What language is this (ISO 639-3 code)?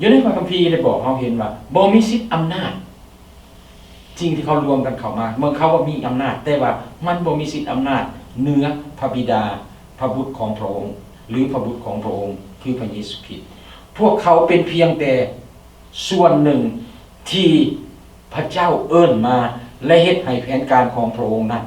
lao